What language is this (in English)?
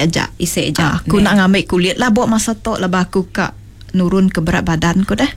Iban